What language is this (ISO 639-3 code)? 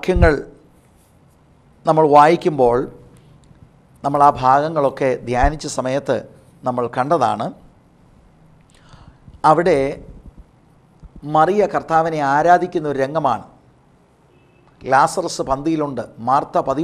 mal